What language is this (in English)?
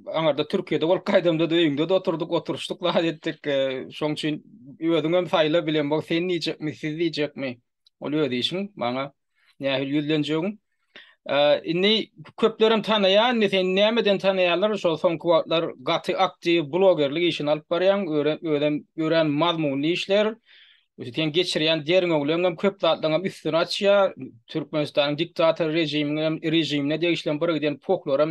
Turkmen